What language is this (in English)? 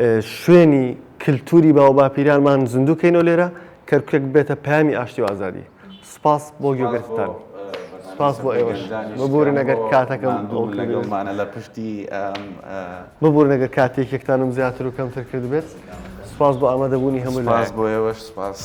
Central Kurdish